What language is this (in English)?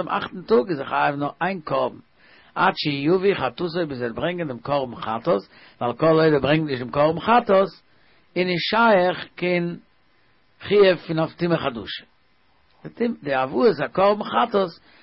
Yiddish